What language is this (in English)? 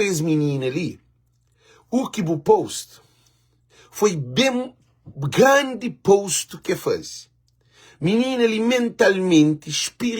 Kabuverdianu